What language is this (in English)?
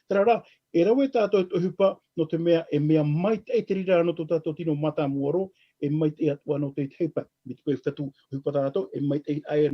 Tahitian